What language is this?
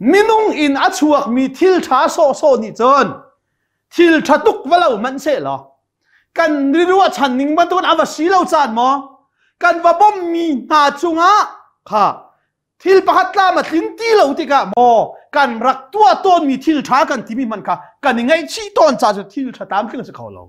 Hakha Chin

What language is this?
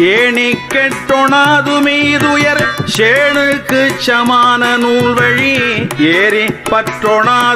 Tamil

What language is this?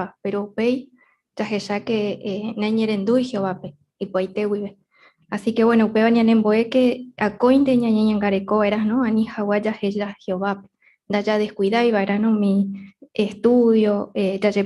Guarani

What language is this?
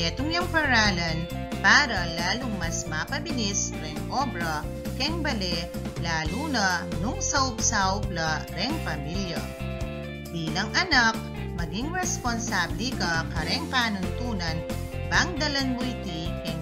Pampanga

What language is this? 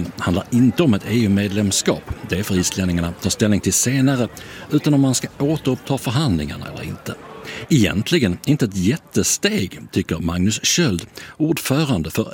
Swedish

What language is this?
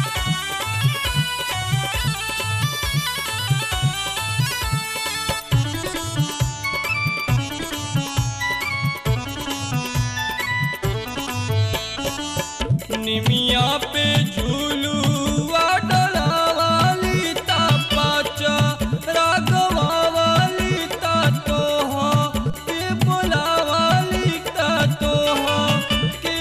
Bhojpuri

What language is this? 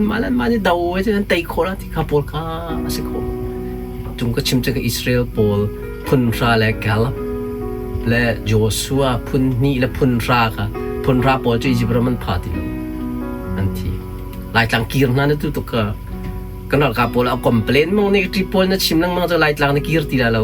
Hakha Chin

